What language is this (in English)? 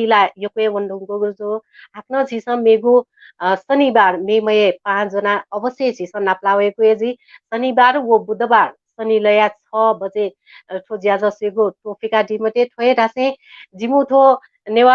Newari